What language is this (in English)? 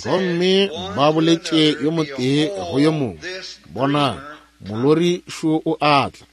Northern Sotho